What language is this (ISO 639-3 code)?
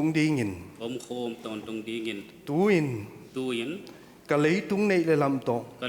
pck